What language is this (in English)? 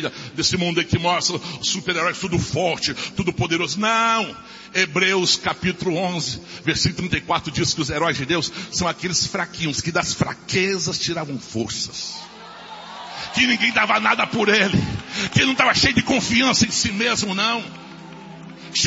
Portuguese